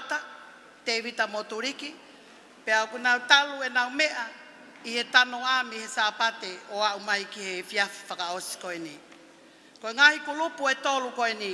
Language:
Tongan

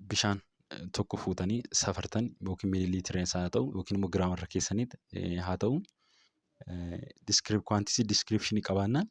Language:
Oromo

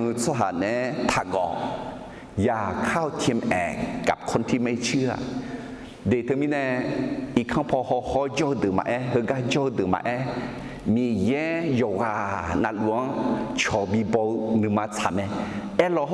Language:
Akha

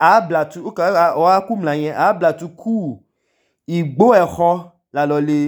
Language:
Idoma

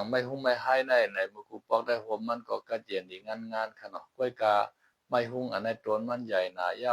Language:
Shan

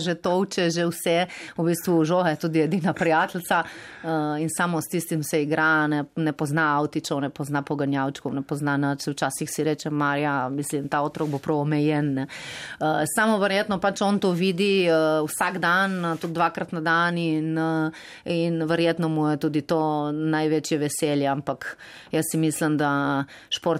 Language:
Slovenian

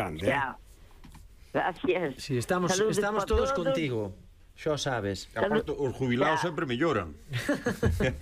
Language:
Galician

